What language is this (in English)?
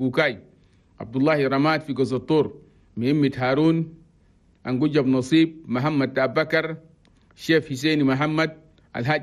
Chadian Arabic